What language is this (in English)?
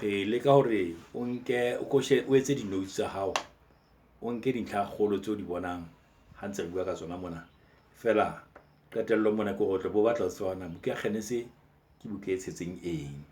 Southern Sotho